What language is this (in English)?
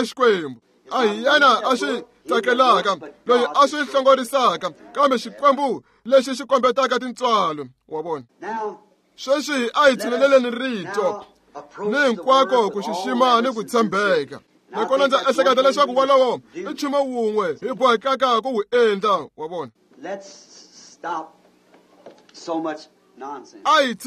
Tsonga